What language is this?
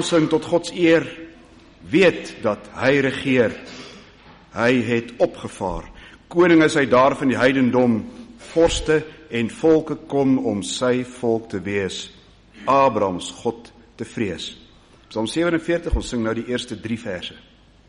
Afrikaans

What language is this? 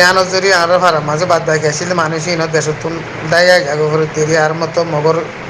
Rohingya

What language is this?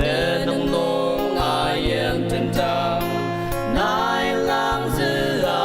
Ao Naga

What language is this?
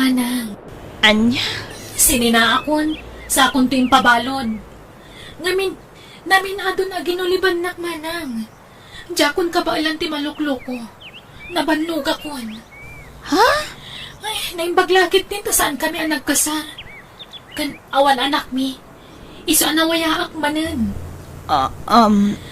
Iloko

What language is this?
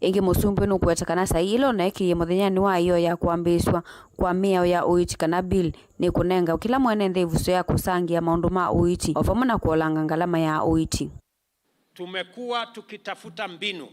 Kamba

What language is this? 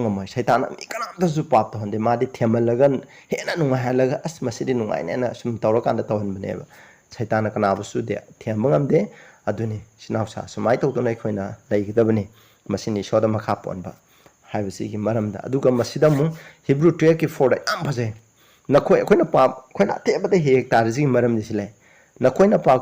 Manipuri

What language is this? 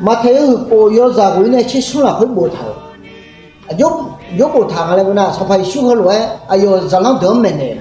Akha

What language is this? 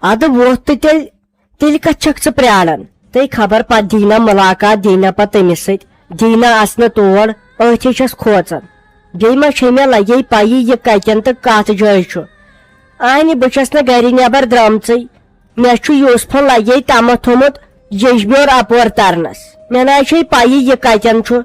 Kashmiri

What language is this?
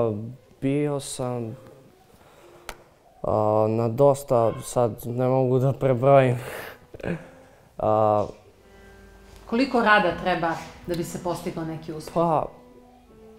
Serbian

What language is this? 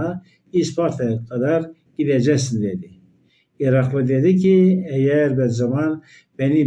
Turkish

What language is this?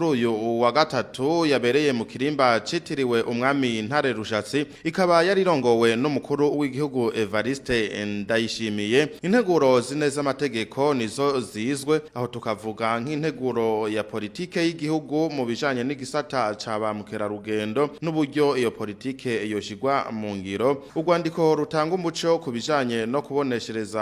Rundi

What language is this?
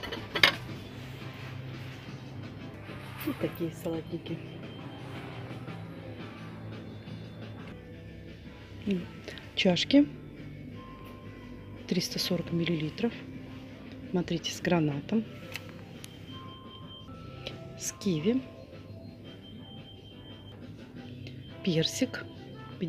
Russian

